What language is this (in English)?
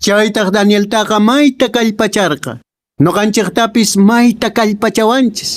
Quechua